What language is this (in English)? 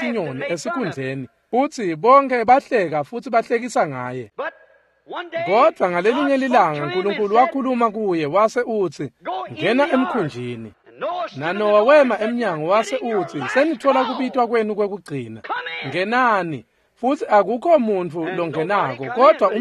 Swati